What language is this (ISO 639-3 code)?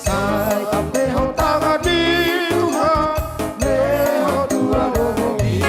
bbc